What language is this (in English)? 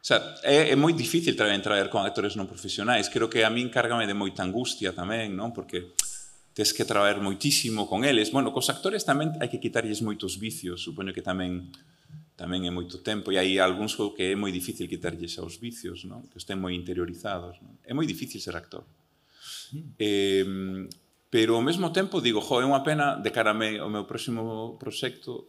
Galician